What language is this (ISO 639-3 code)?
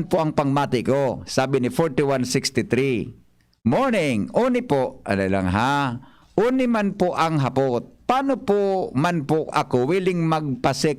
bik